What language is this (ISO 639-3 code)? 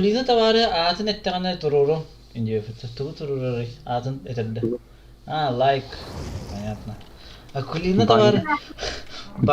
sah